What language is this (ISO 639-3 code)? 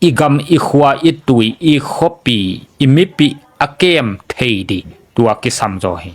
ctd